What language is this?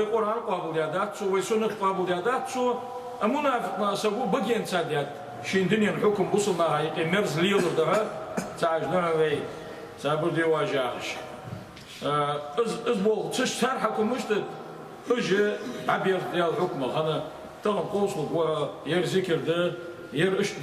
Ingush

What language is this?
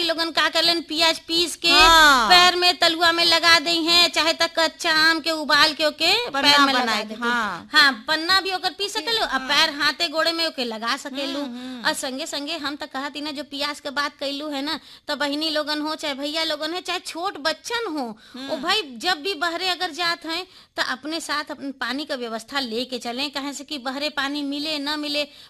Bhojpuri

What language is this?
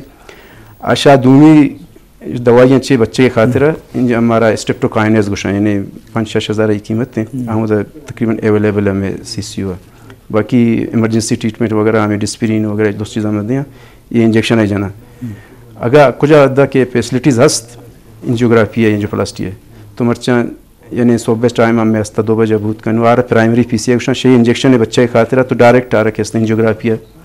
Eastern Balochi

